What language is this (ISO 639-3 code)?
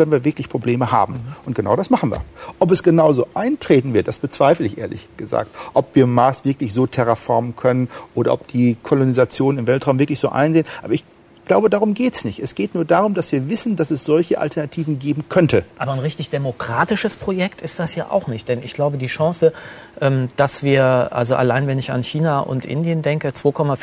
deu